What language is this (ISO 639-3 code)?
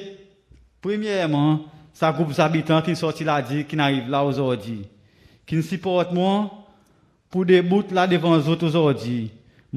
crs